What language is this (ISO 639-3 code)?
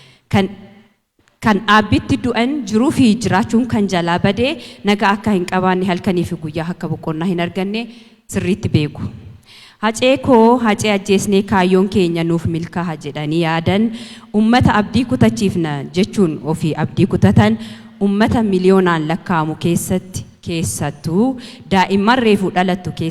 orm